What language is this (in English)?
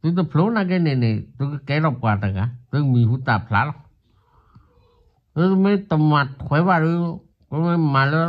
S'gaw Karen